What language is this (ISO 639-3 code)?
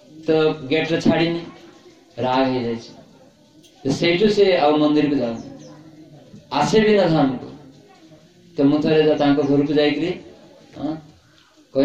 ori